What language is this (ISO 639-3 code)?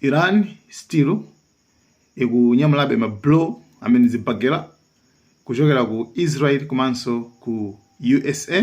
nya